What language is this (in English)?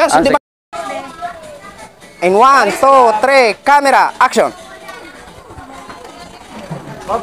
Filipino